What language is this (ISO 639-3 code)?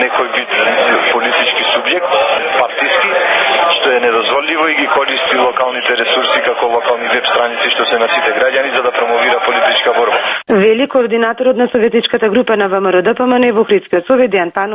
mkd